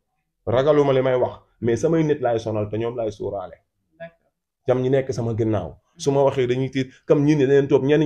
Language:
Wolof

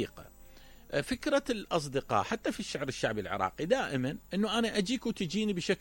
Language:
Mesopotamian Arabic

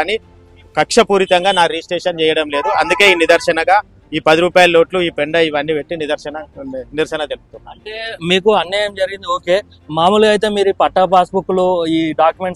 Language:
Telugu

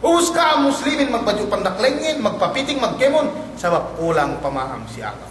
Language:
Yakan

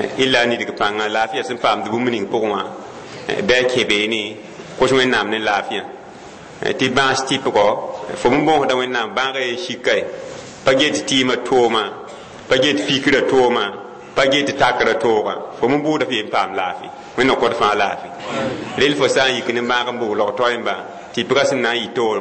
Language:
Mossi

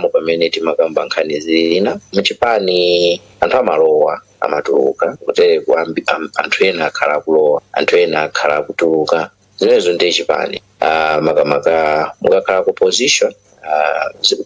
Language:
Nyanja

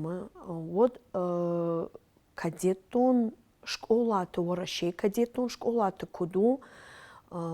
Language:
Ossetic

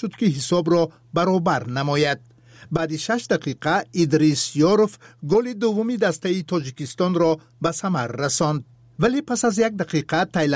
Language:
Tajik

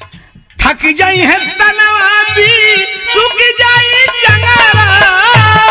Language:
Bhojpuri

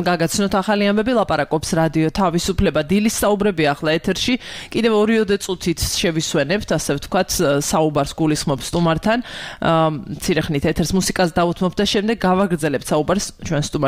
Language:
Georgian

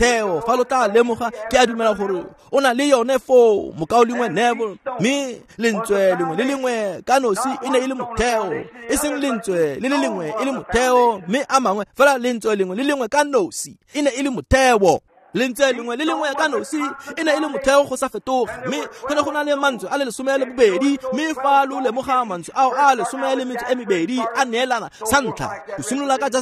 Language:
Tswana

